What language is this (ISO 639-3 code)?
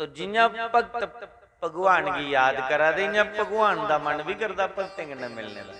doi